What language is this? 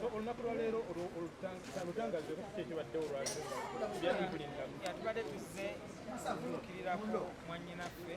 Ganda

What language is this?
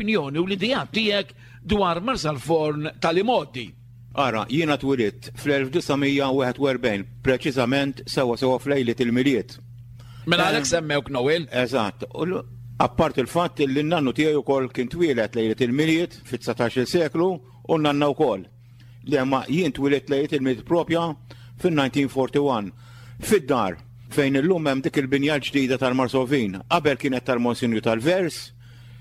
Maltese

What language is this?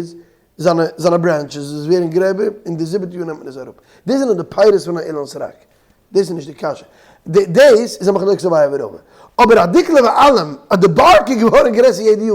Yiddish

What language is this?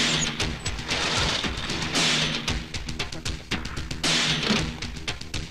Malayalam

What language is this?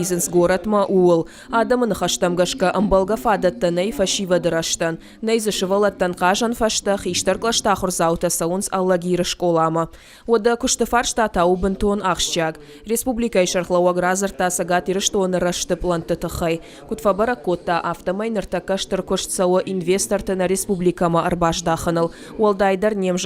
Ossetic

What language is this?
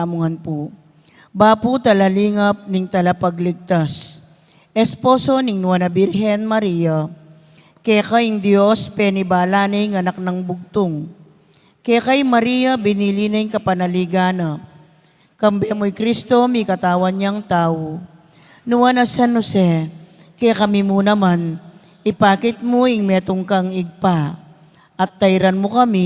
Pampanga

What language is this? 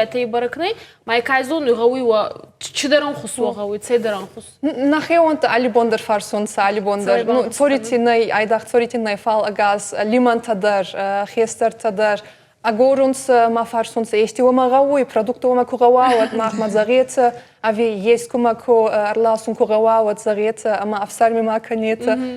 Ossetic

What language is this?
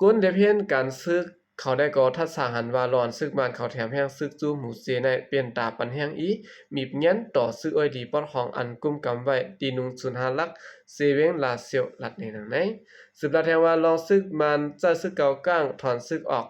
Shan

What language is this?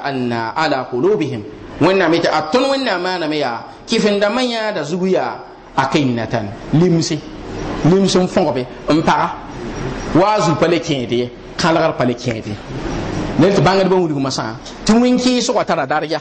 Mossi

